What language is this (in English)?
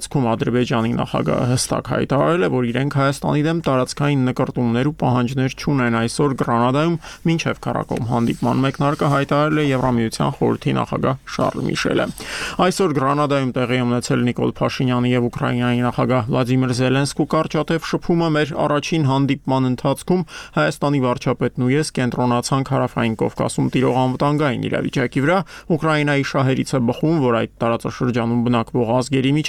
Armenian